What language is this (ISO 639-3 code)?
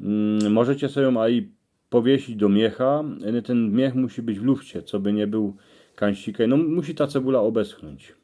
szl